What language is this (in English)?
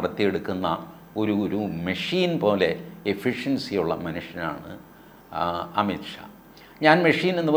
Malayalam